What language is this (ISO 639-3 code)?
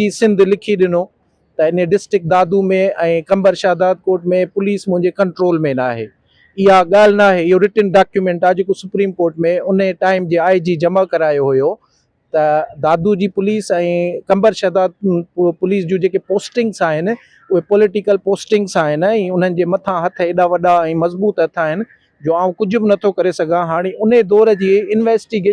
snd